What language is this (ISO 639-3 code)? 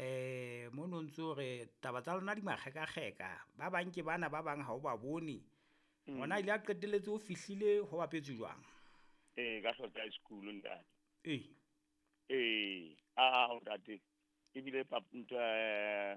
sot